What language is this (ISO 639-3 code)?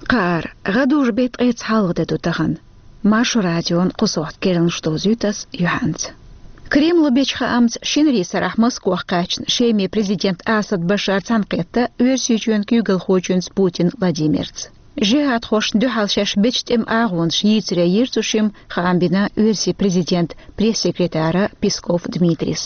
che